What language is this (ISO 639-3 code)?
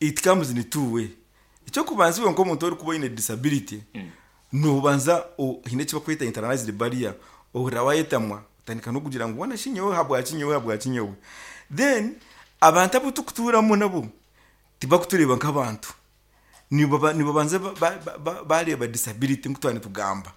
nyo